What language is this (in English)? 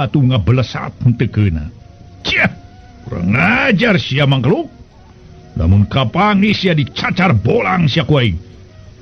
Sundanese